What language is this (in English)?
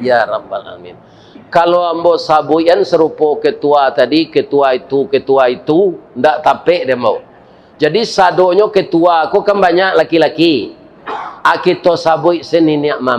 Minangkabau